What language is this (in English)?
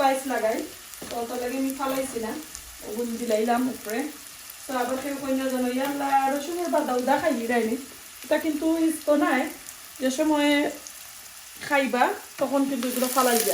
Sylheti